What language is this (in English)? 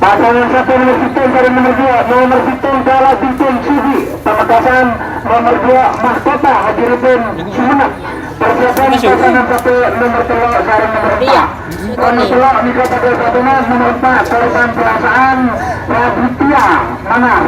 Madurese